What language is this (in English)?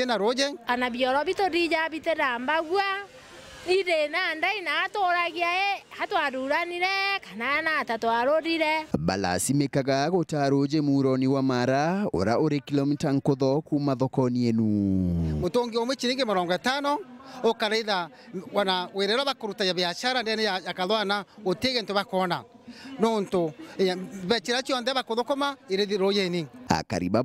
Meru